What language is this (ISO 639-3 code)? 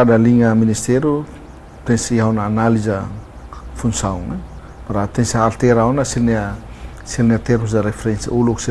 tet